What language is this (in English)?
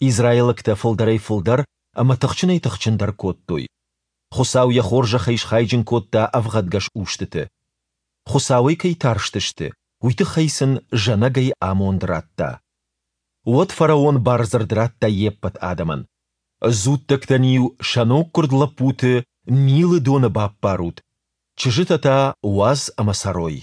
Ossetic